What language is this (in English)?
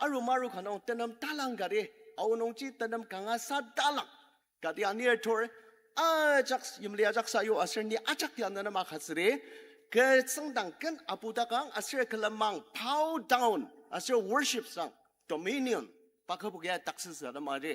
Ao Naga